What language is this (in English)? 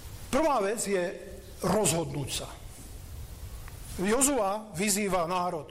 Slovak